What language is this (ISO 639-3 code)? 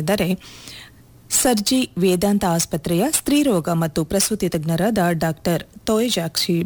kan